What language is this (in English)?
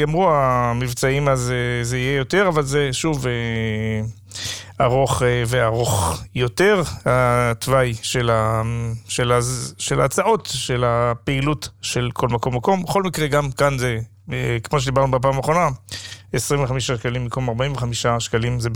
Hebrew